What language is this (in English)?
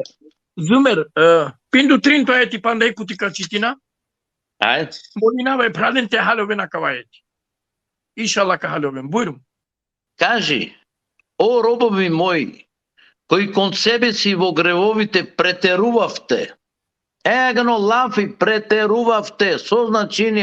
Balkan Romani